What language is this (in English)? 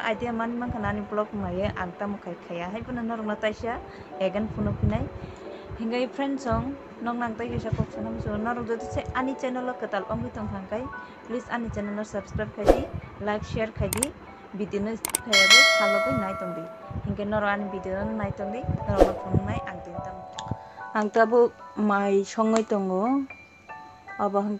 Kok Borok